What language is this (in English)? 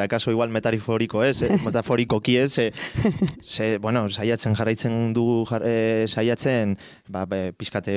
Basque